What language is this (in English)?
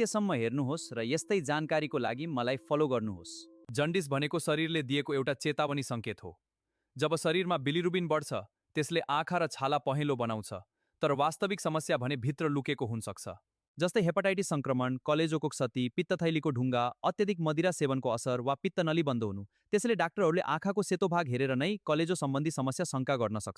Nepali